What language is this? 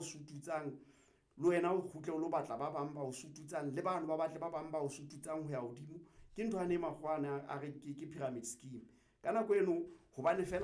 Southern Sotho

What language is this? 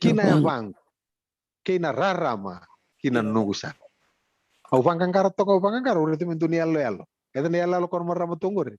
Fijian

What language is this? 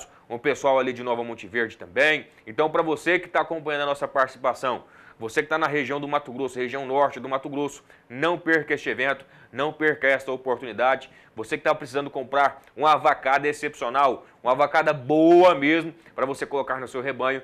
Portuguese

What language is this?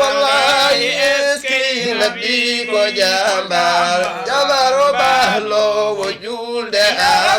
Fula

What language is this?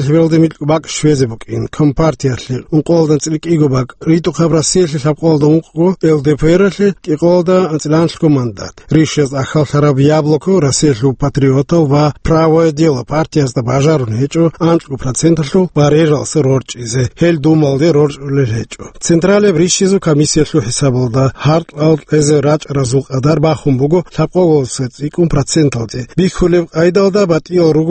Avaric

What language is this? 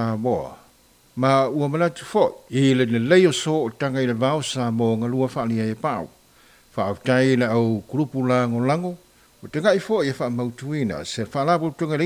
Samoan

